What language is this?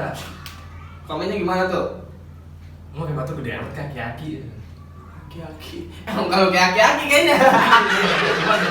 Betawi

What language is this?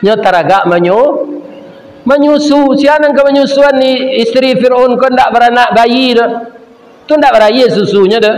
Minangkabau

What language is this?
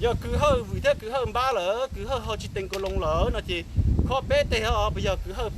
Hmong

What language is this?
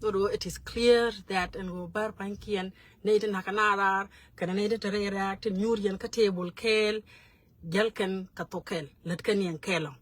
Nuer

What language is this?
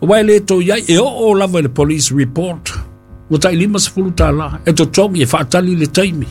Samoan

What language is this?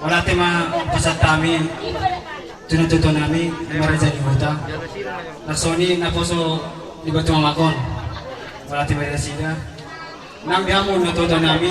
Batak Toba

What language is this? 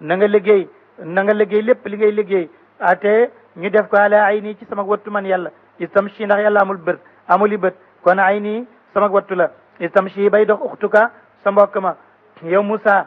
Wolof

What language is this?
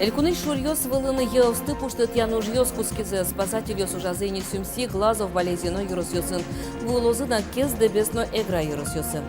Udmurt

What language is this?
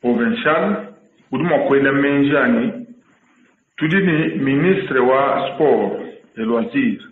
Luba-Lulua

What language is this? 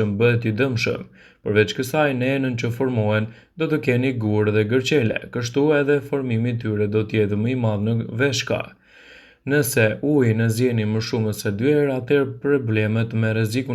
Albanian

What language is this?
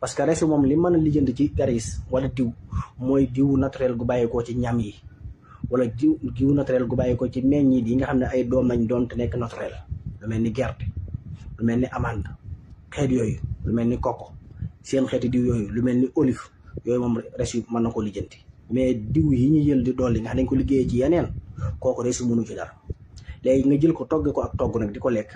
Wolof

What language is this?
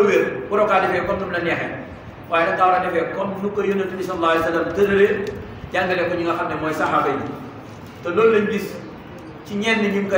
Wolof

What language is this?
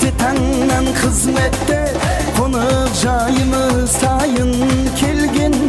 Kara-Kalpak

